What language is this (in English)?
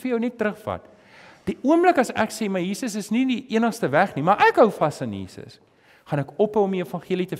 Afrikaans